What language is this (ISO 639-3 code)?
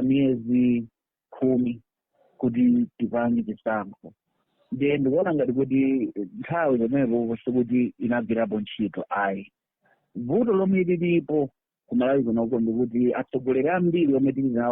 nya